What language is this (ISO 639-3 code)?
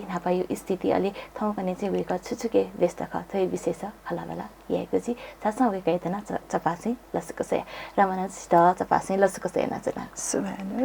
new